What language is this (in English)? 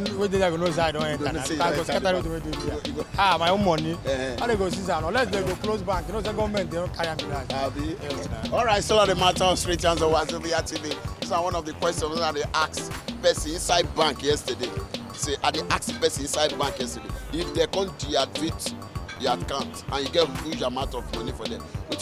Nigerian Pidgin